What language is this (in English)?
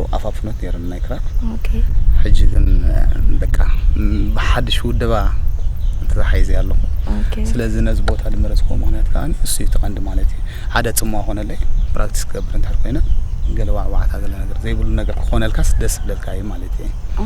Tigrinya